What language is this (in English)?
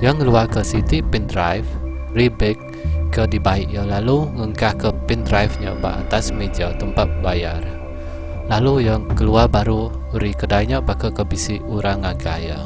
Iban